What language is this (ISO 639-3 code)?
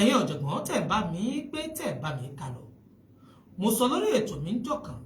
yor